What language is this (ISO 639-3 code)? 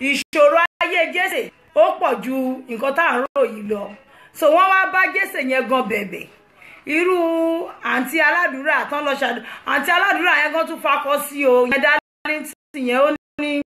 yor